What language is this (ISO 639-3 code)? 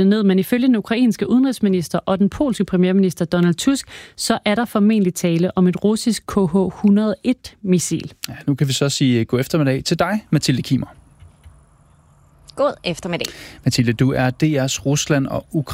dan